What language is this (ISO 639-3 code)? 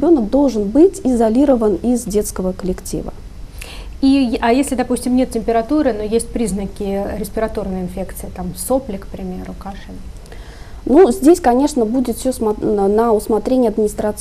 rus